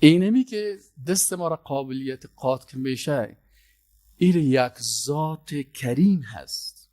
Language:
Persian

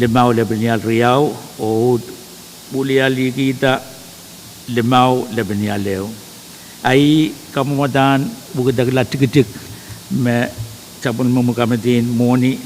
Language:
Pohnpeian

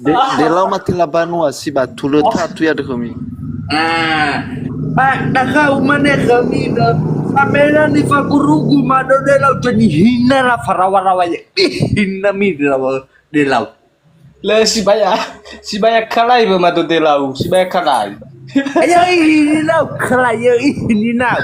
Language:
Nias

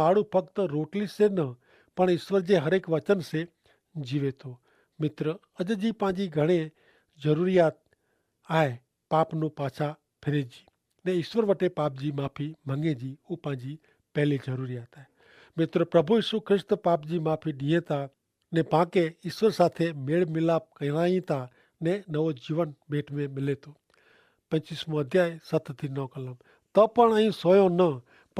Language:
Kachhi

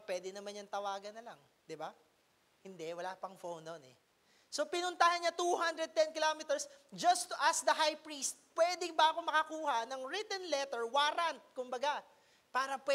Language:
Filipino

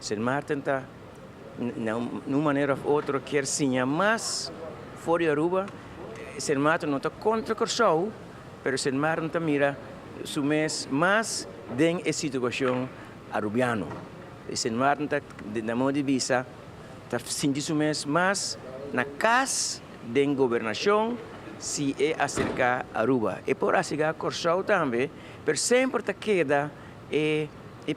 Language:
Papiamento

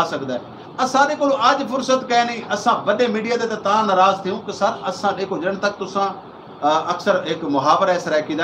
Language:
Saraiki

